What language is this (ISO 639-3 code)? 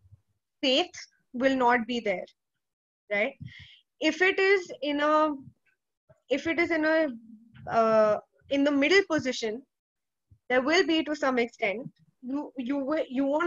eng